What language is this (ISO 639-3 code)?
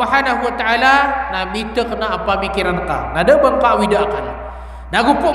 mrw